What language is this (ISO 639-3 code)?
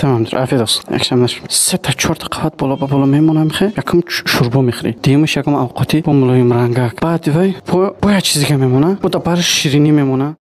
tgk